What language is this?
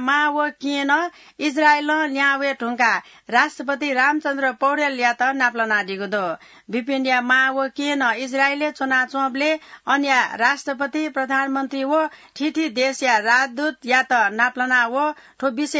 Newari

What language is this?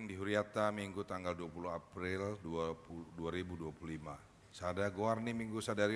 Batak Toba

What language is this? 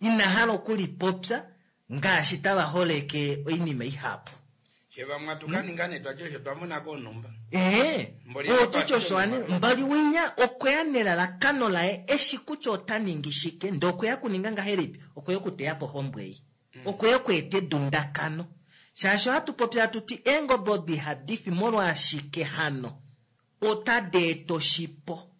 Kuanyama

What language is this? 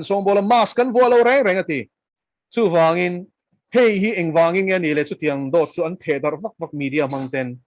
Mizo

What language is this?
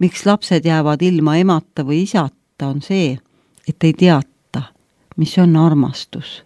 Estonian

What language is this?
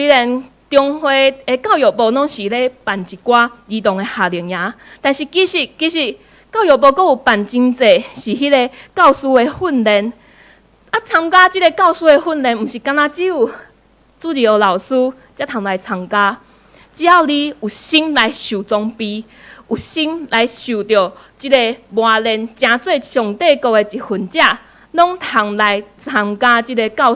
Min Nan Chinese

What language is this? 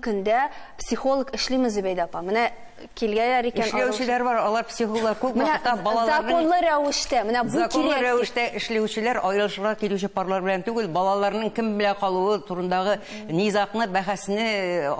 Tatar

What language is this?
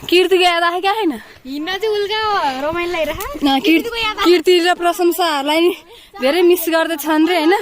Nepali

